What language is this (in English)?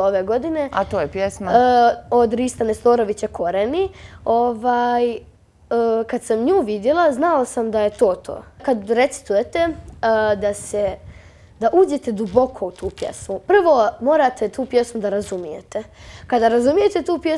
Croatian